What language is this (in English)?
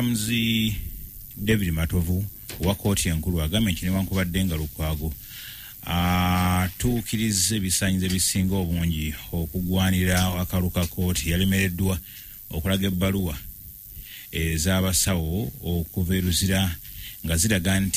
Ganda